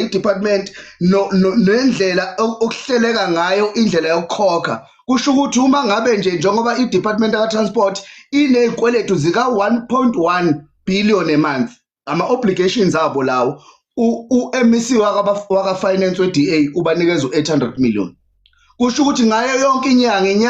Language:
Zulu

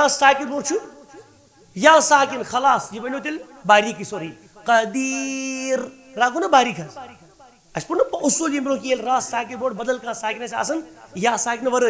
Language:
Kashmiri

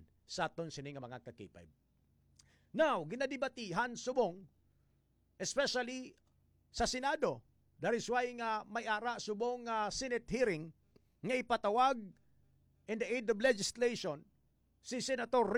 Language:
Hiligaynon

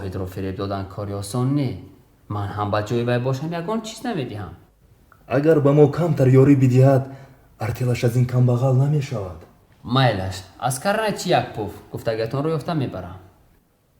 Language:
Tajik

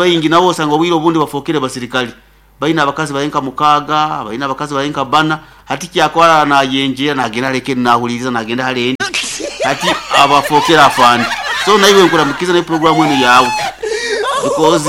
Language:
Nyoro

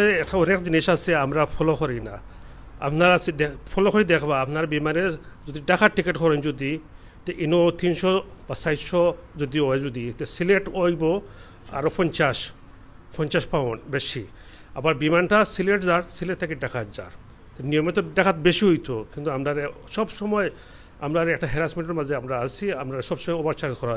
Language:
Sylheti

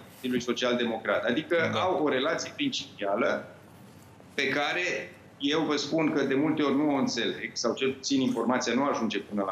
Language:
Romanian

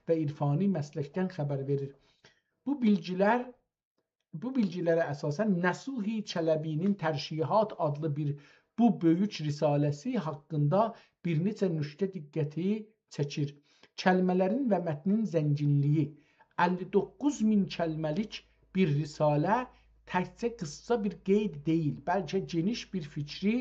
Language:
South Azerbaijani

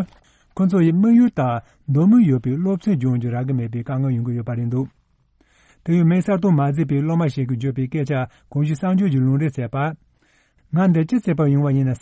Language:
Tibetan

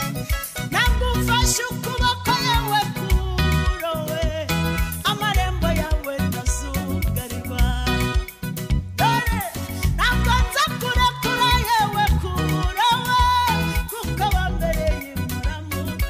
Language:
Kinyarwanda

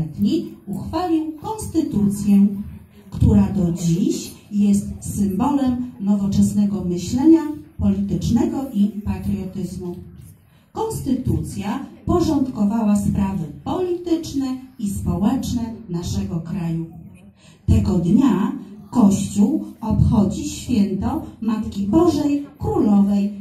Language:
Polish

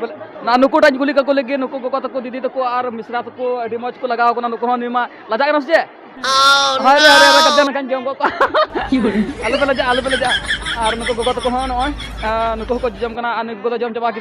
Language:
Santali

